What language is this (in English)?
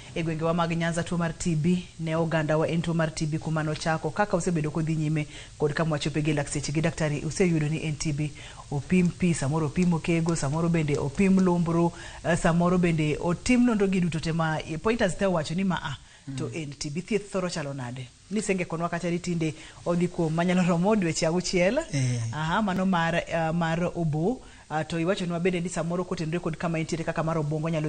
Luo (Kenya and Tanzania)